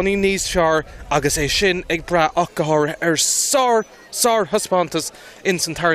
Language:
Irish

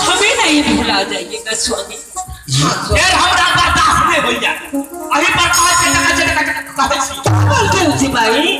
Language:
Maithili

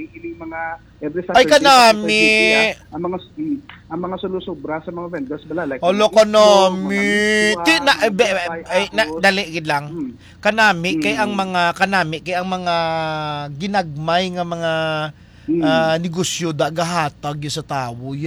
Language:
Hiligaynon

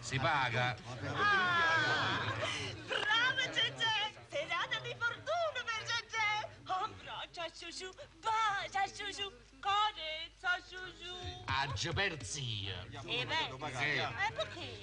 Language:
Neapolitan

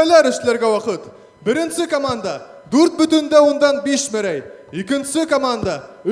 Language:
Bashkir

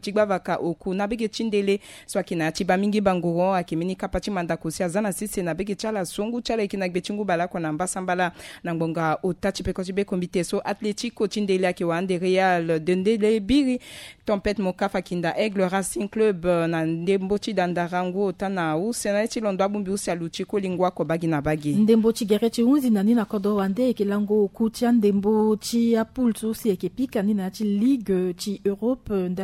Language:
Sango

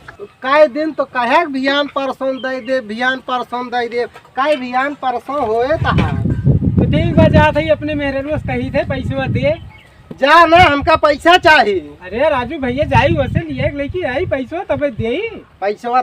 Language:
Awadhi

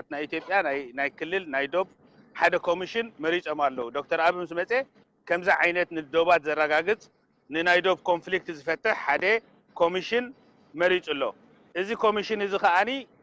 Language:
Tigrinya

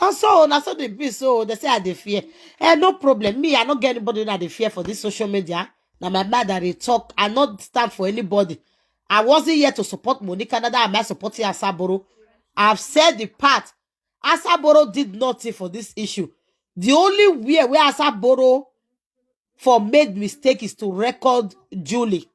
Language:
Nigerian Pidgin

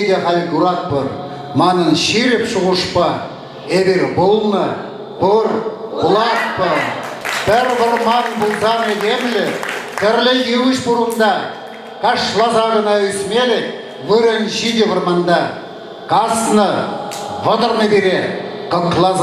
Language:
Chuvash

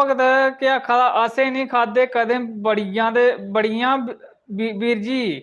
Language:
Dogri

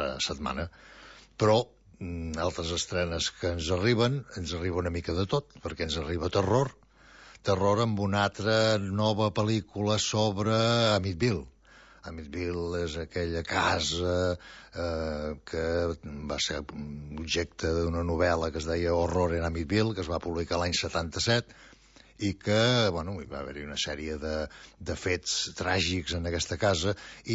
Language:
Catalan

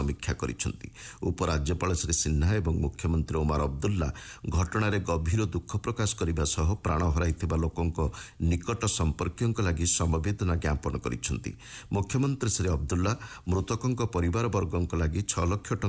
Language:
Odia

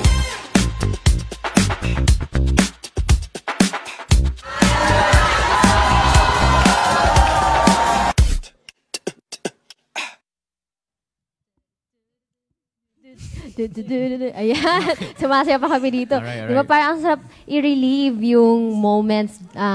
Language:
Filipino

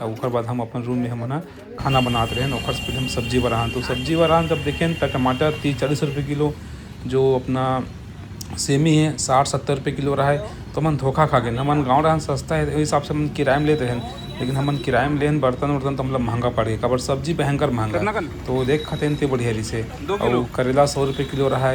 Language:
Chhattisgarhi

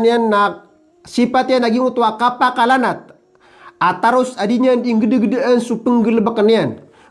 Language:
Maranao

